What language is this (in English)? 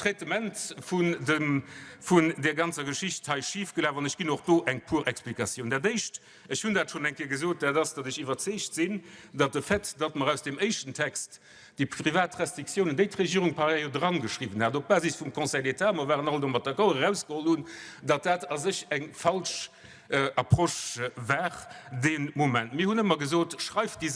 Luxembourgish